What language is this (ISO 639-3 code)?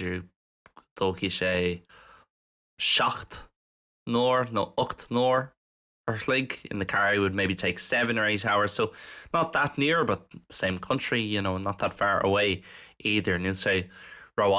gle